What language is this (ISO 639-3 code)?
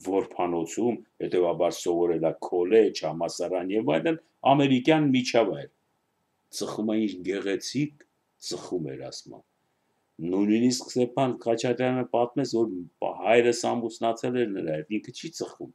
hye